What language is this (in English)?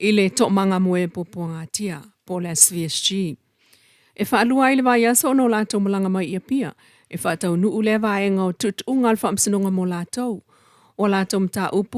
Samoan